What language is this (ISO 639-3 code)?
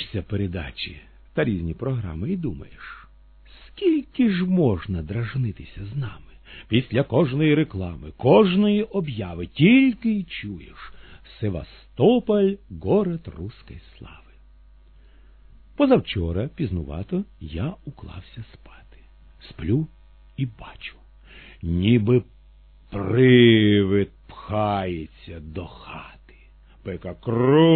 ukr